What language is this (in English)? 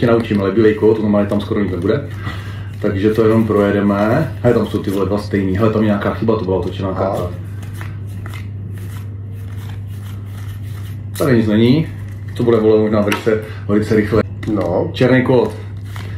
Czech